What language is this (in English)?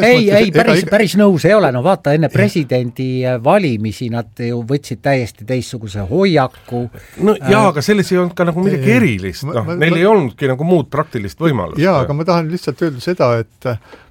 Estonian